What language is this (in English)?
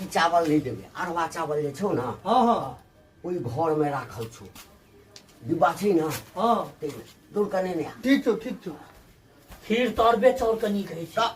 Maithili